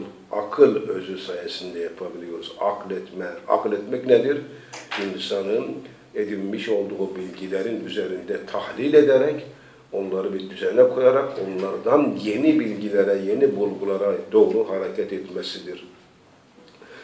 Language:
Turkish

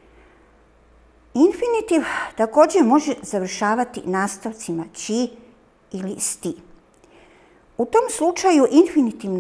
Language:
Croatian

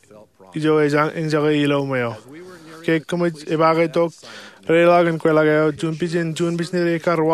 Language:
Marshallese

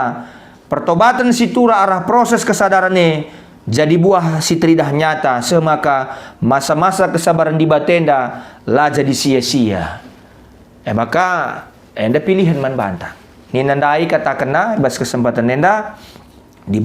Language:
Batak Karo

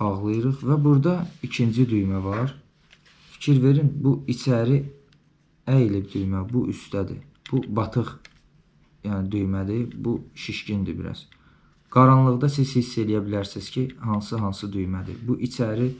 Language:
Azerbaijani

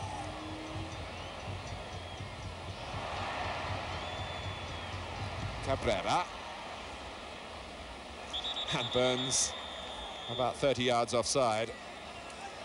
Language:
English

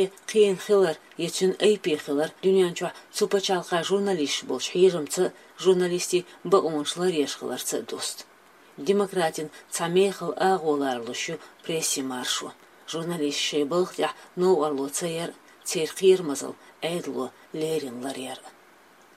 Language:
Chechen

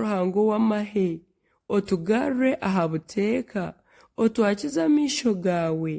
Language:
Nyankole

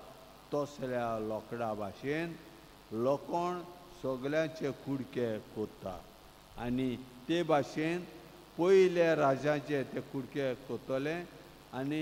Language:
Konkani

